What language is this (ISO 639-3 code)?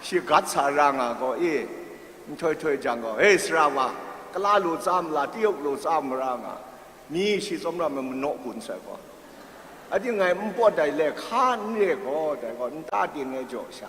kac